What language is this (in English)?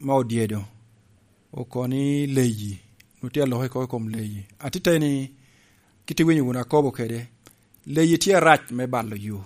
Lango (Uganda)